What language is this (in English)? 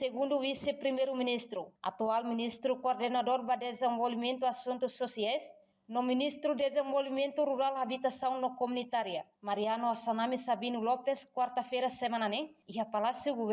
Tetum